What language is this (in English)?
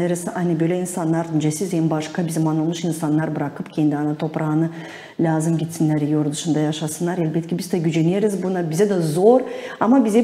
Gagauz